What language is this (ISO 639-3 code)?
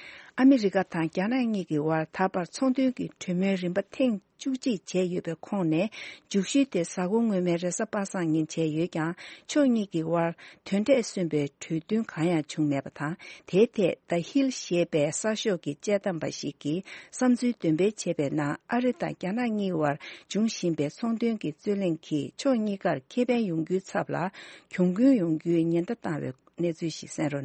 bod